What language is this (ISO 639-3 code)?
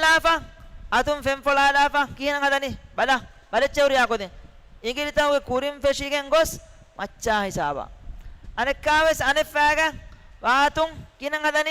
div